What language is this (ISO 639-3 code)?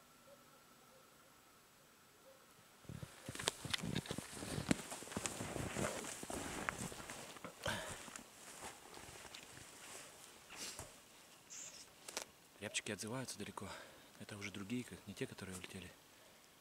rus